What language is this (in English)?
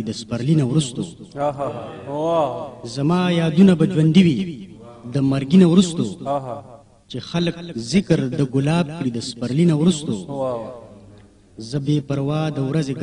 Pashto